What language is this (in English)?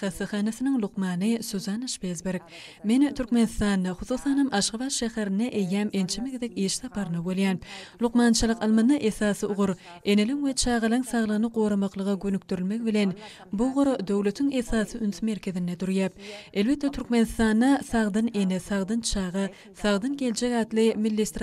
Turkmen